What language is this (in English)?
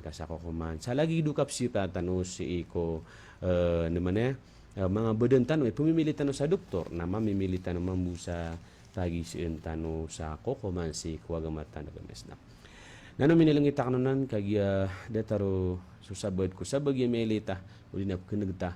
Maranao